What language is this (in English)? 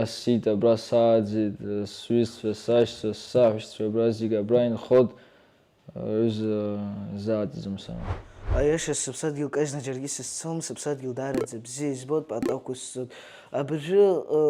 Abkhazian